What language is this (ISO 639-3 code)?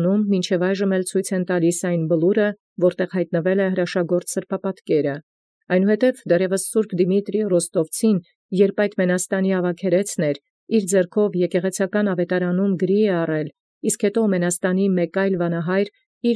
hye